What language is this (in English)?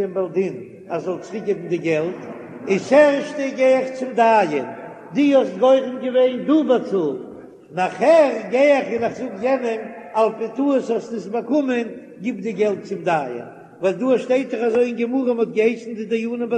Yiddish